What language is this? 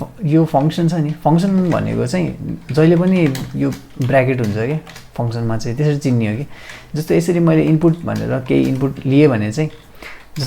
Nepali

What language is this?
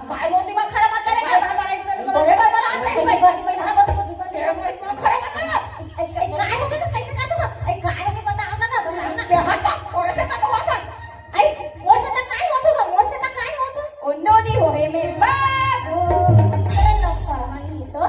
Chhattisgarhi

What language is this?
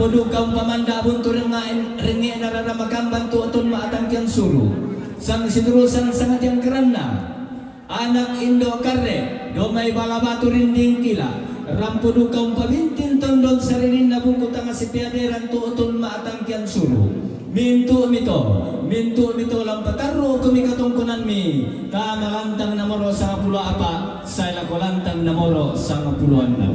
Toraja-Sa'dan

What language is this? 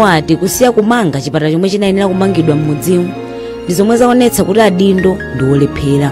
Nyanja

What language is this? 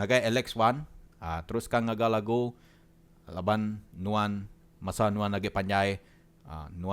Iban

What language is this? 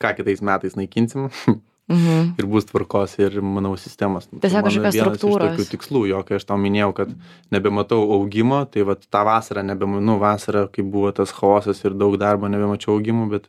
Lithuanian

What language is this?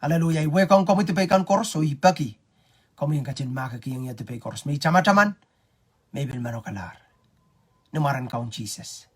Pohnpeian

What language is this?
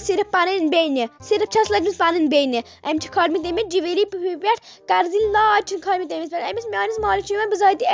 Kashmiri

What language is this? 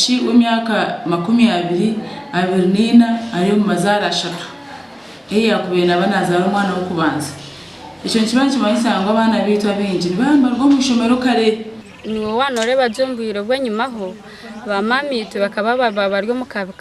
Nyankole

